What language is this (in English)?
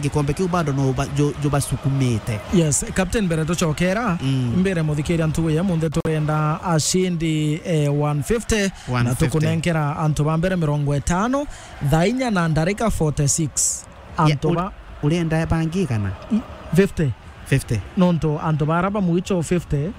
Meru